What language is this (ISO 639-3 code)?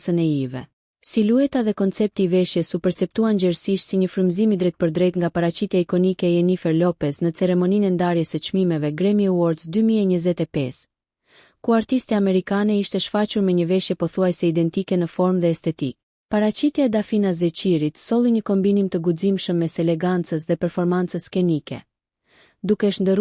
sqi